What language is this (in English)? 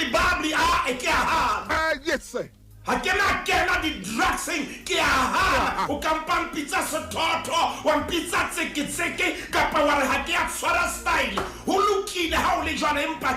Southern Sotho